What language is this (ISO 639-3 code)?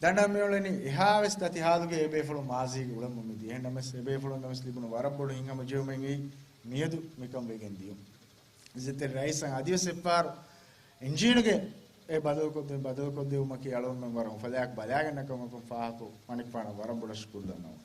div